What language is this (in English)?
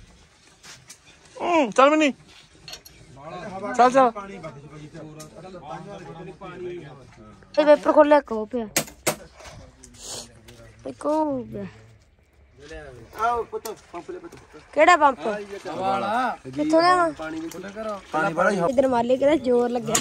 Punjabi